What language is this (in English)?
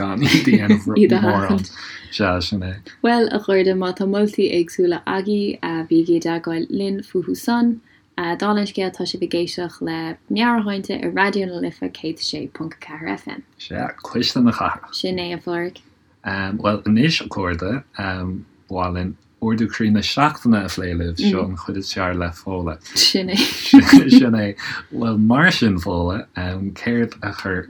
Irish